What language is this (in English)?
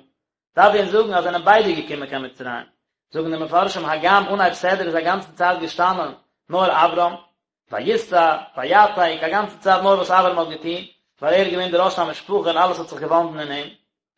Yiddish